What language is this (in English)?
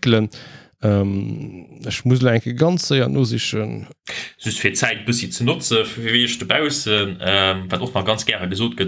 Luxembourgish